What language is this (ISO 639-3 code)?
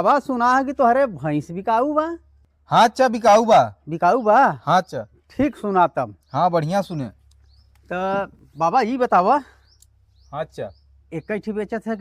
bho